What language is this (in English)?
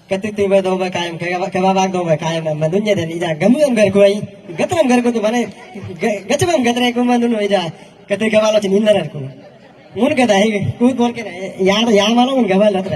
Galo